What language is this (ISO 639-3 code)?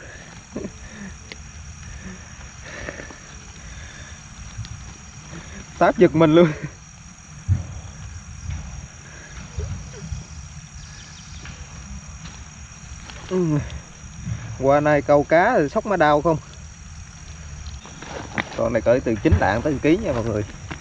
vie